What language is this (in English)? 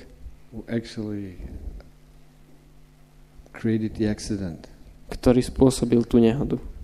Slovak